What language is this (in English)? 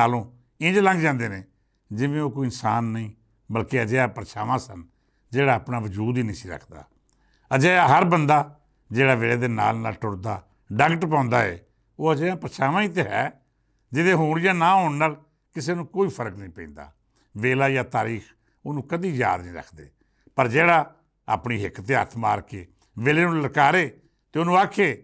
Western Panjabi